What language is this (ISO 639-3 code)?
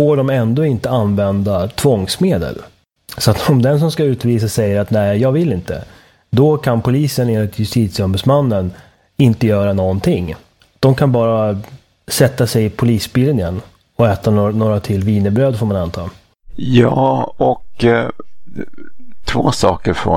swe